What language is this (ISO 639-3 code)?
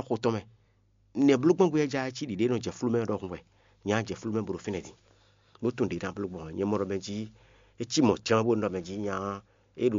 fon